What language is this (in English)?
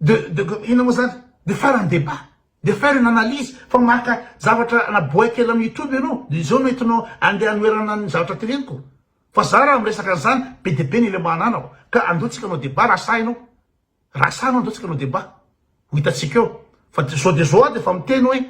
Malagasy